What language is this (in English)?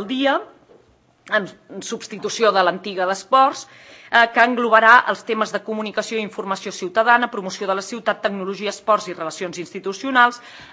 Catalan